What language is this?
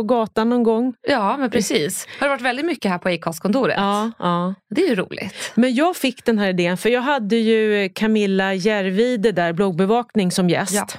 Swedish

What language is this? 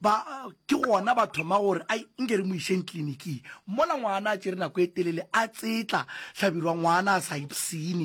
Northern Sotho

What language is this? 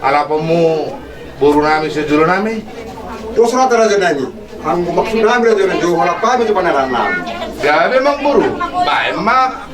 Batak Toba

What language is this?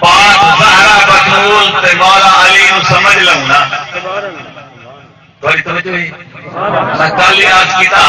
Saraiki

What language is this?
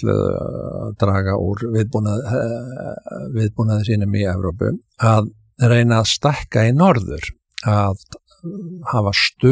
Icelandic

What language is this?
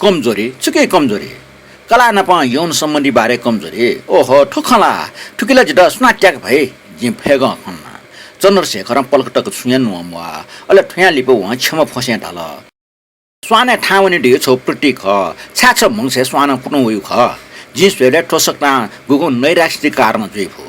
Newari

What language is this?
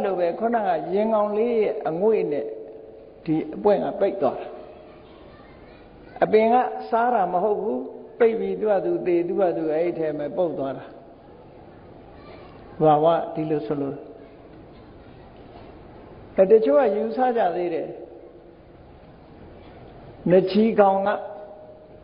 Burmese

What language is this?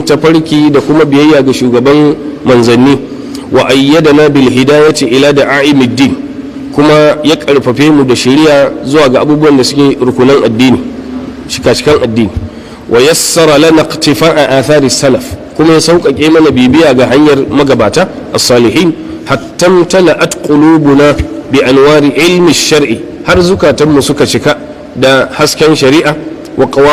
Hausa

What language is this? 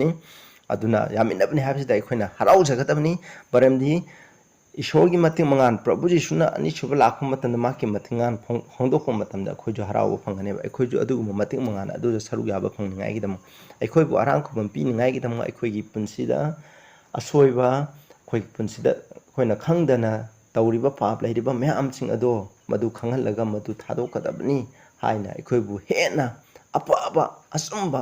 Manipuri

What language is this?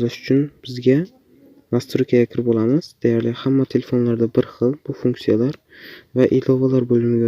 Uzbek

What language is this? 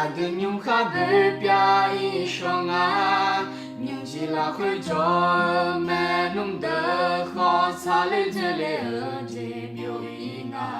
Akha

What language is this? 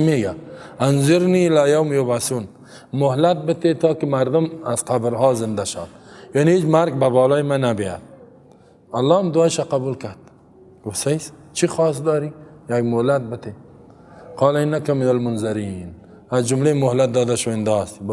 Persian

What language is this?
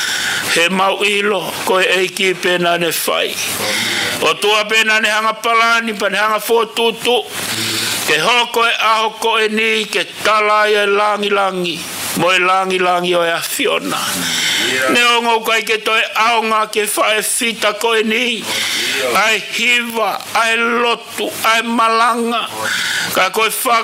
Tongan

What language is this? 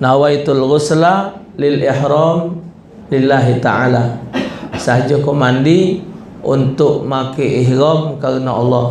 Musi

